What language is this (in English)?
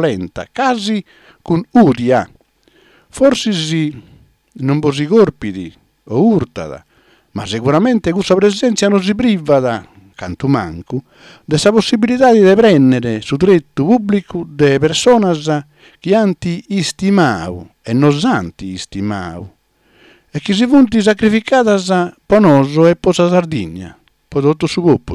Sardinian